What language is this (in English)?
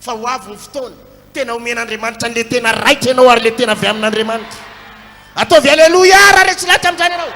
Malagasy